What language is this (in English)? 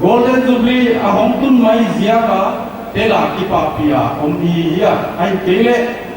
Paite Chin